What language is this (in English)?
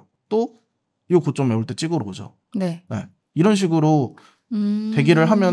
Korean